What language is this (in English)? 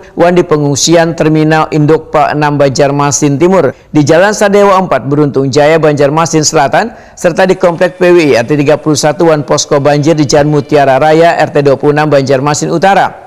Banjar